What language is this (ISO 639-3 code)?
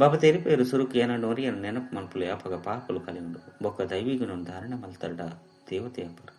tcy